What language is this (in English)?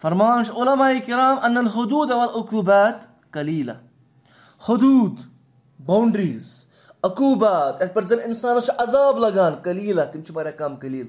Kashmiri